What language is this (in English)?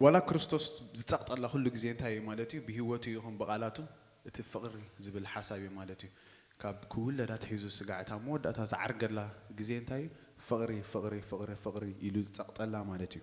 Tigrinya